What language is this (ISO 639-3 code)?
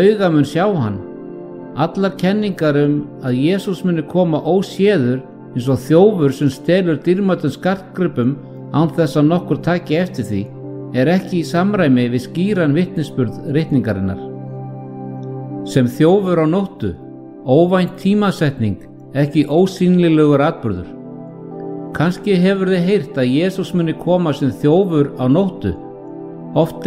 isl